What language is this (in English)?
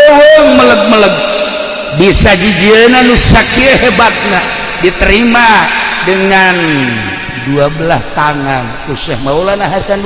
Sundanese